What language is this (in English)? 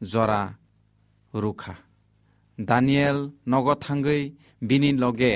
Kok Borok